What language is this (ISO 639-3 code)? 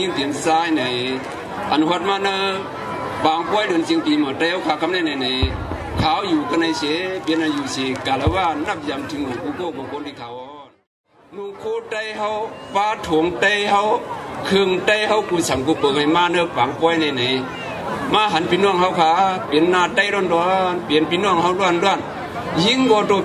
shn